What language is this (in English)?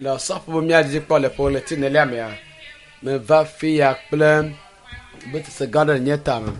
Ewe